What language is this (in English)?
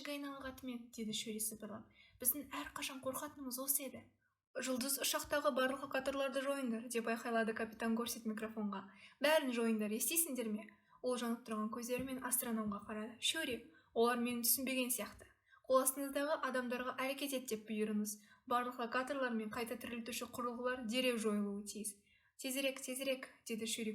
Kazakh